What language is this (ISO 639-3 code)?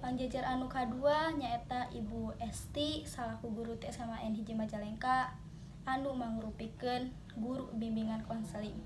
sun